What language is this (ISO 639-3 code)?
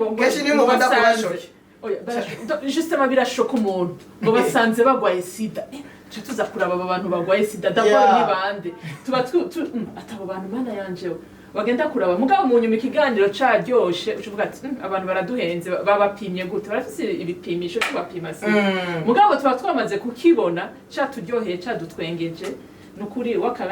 run